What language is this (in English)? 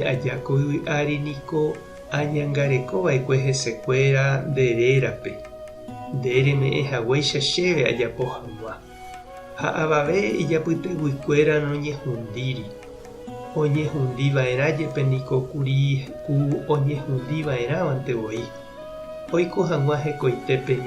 Guarani